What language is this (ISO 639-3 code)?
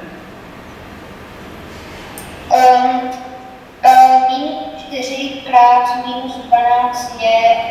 ces